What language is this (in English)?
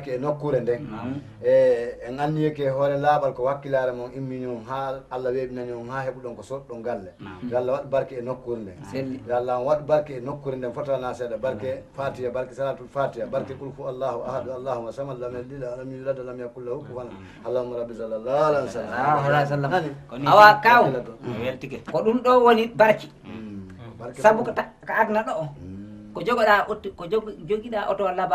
Fula